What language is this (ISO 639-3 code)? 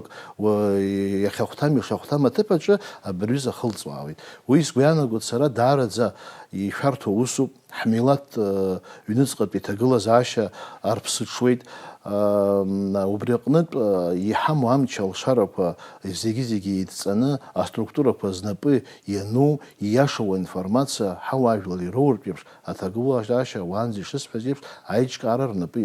abk